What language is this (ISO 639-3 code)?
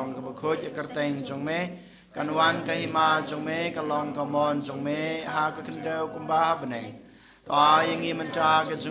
kha